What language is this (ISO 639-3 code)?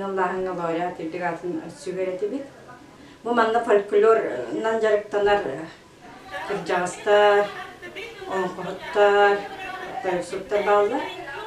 sah